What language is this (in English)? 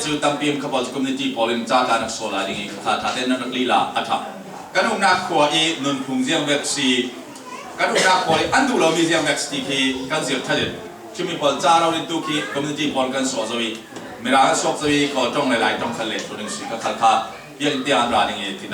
Falam Chin